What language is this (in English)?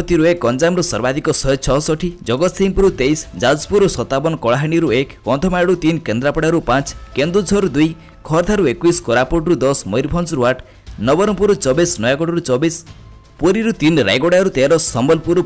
Odia